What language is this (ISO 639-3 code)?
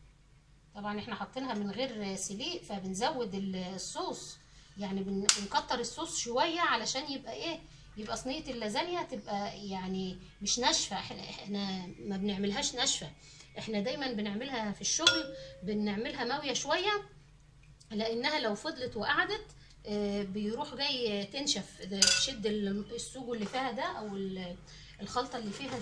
arz